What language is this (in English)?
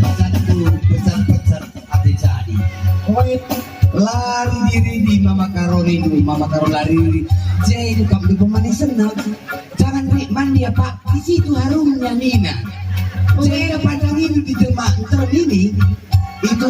Batak Karo